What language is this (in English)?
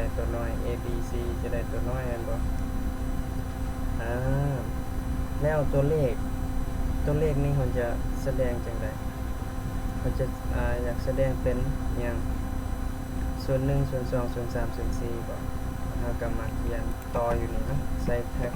Lao